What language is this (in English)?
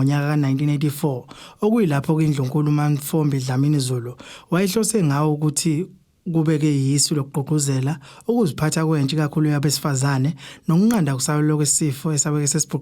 Zulu